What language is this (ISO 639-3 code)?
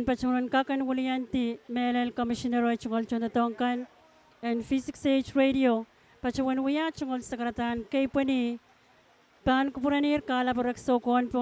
pon